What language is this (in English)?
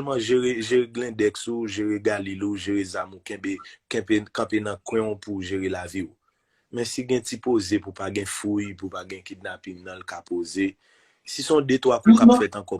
Haitian Creole